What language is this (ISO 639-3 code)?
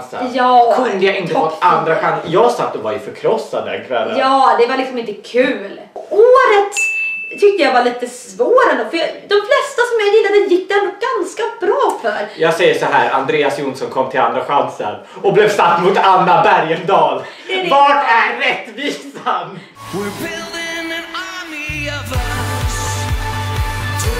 swe